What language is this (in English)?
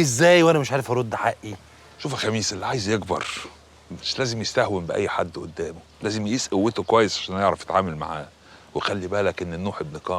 Egyptian Arabic